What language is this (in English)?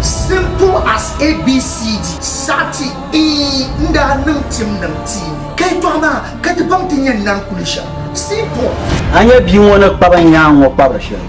Dagbani